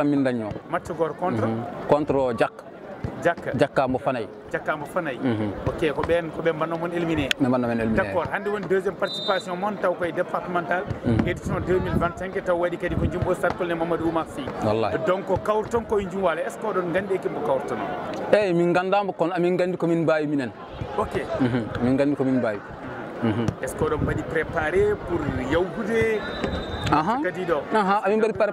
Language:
Fula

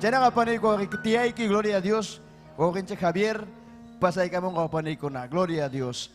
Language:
Ayacucho Quechua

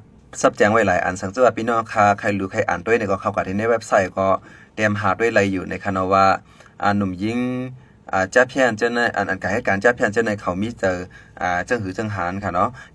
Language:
Shan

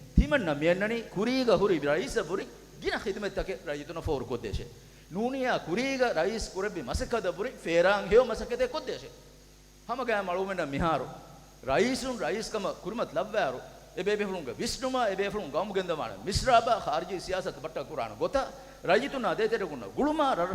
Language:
Divehi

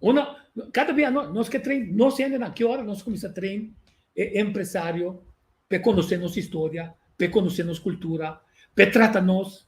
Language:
Papiamento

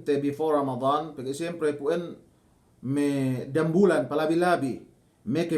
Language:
Yakan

